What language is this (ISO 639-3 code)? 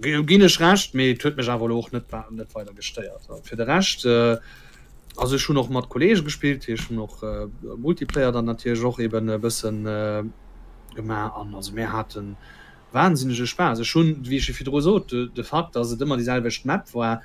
ltz